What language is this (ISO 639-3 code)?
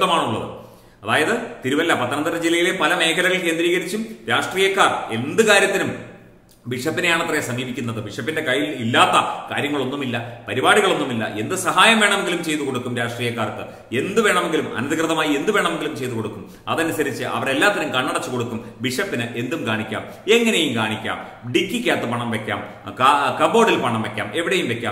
mal